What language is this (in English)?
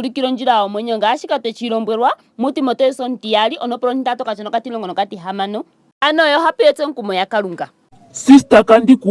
Ndonga